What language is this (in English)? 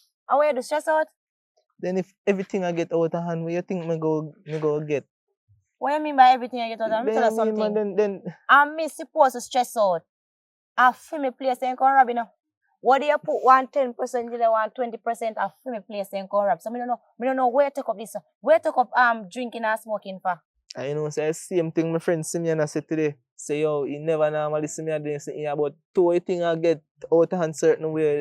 Jamaican Creole English